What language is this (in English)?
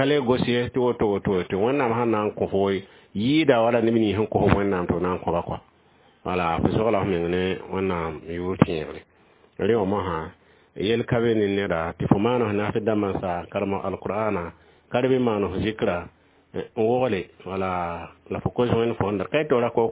Mossi